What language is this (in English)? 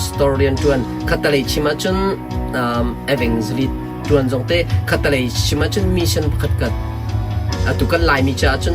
Hakha Chin